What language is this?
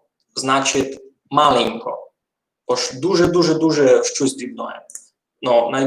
Rusyn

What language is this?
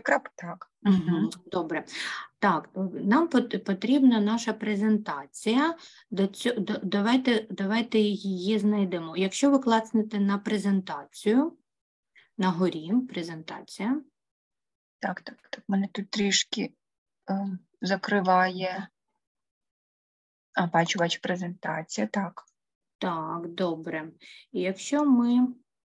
Ukrainian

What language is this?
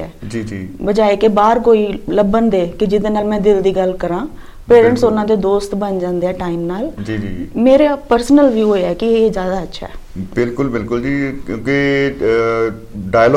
Punjabi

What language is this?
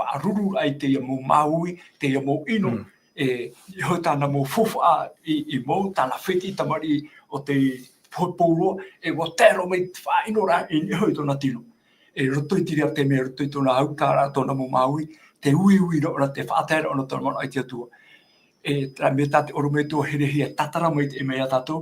Tahitian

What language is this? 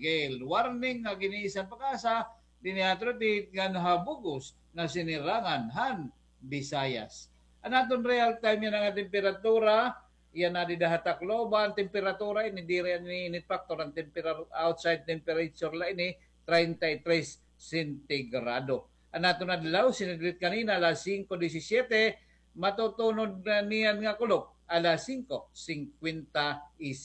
Waray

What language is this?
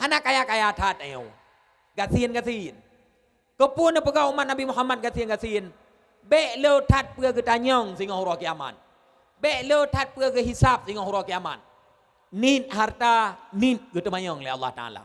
Achinese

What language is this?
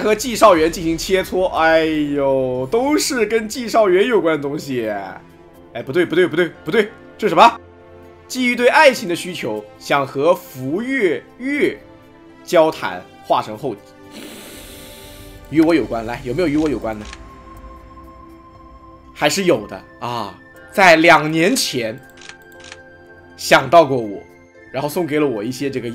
Chinese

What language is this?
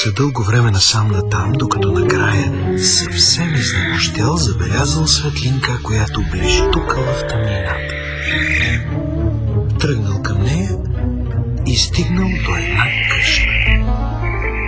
Bulgarian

